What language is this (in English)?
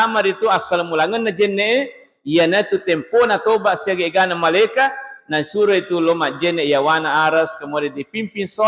Buginese